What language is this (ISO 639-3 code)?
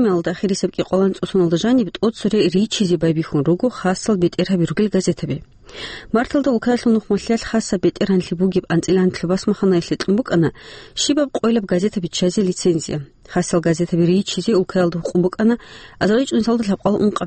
ava